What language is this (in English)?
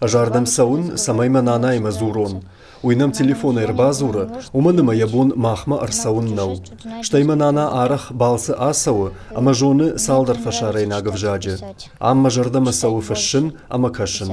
Ossetic